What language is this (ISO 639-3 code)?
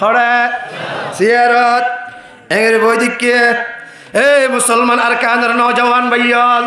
rhg